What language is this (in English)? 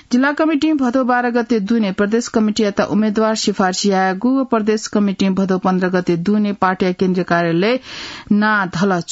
Newari